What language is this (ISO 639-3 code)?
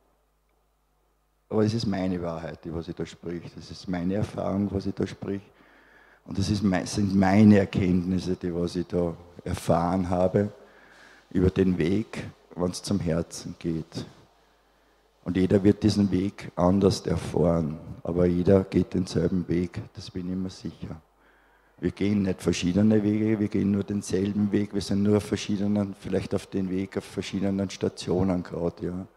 deu